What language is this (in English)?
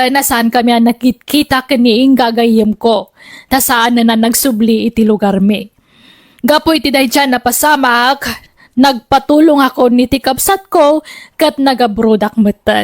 Iloko